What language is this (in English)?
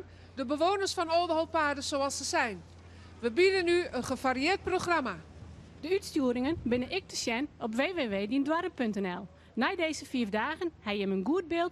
Western Frisian